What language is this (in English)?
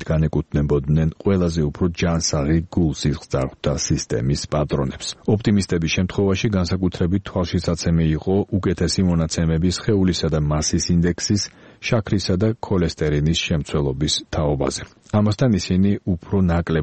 Georgian